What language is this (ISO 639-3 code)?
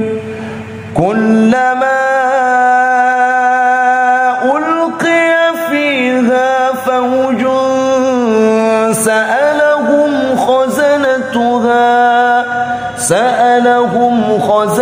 ara